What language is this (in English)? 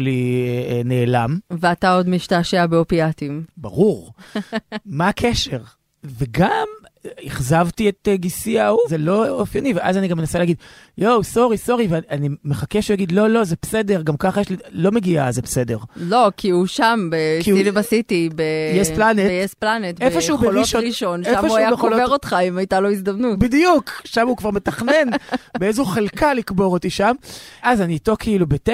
Hebrew